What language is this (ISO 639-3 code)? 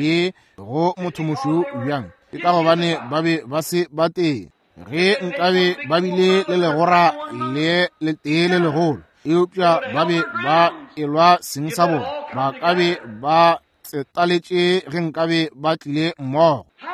nso